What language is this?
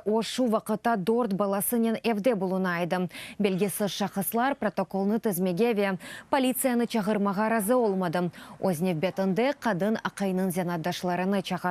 Crimean Tatar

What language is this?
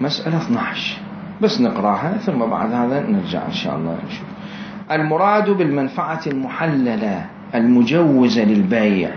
Mesopotamian Arabic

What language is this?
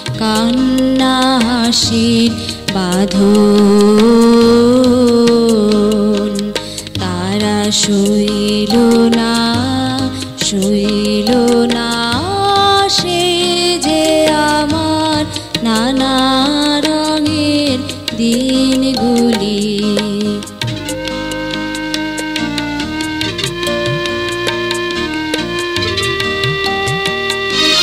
Bangla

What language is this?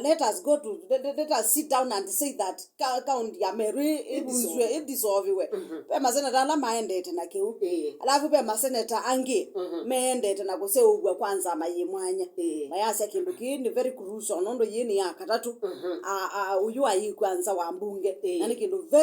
Kamba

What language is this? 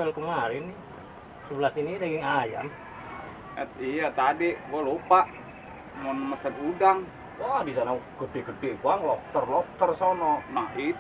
Betawi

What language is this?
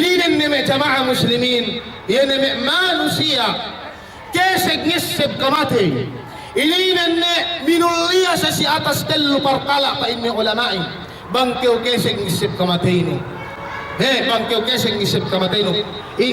Yakan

